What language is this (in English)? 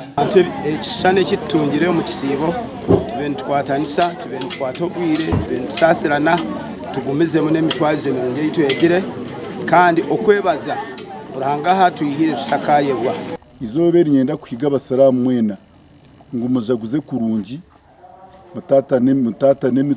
Nyankole